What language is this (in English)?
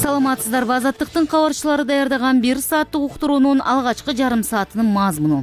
Kyrgyz